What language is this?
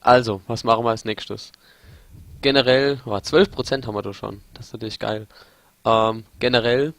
Palatine German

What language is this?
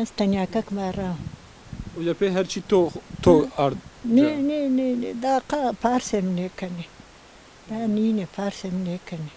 Zaza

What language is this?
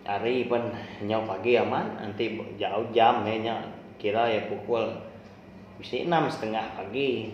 Iban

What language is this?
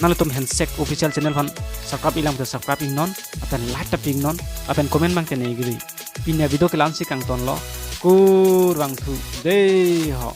Karbi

